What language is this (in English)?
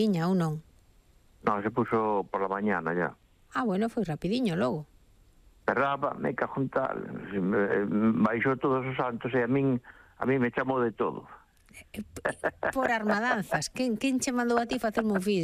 Galician